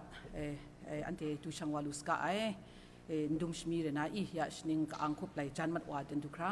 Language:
Kachin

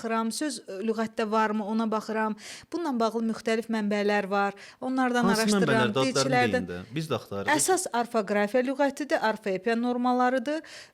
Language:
Azerbaijani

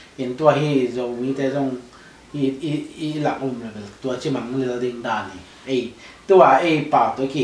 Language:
Tedim Chin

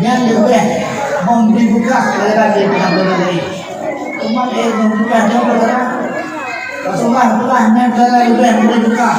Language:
Achinese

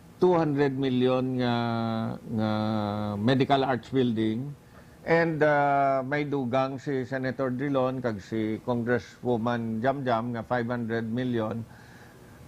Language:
Hiligaynon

